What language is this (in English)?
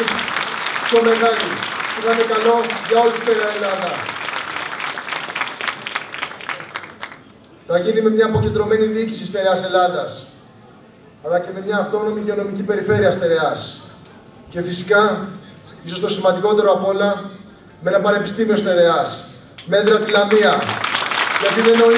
Greek